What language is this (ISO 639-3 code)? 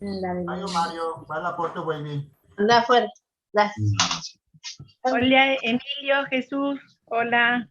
grn